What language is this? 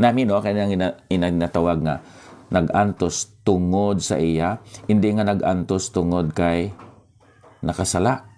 Hiligaynon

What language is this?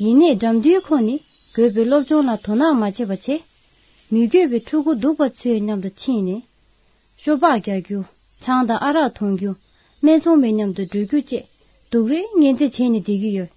Tibetan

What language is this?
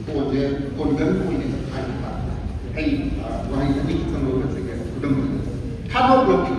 Manipuri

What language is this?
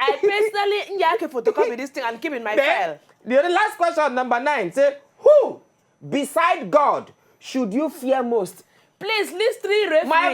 Nigerian Pidgin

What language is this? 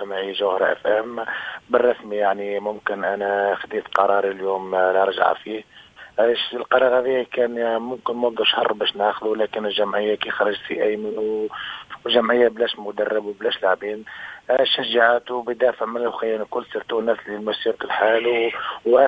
Tunisian Arabic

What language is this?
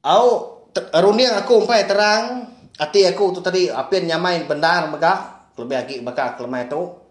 Iban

